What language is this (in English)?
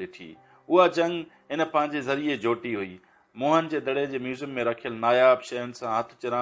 Sindhi